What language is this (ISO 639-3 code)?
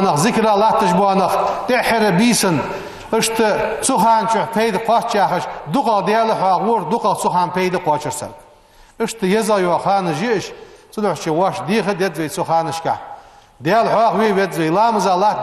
inh